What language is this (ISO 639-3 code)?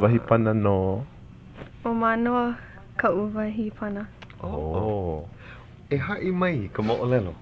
haw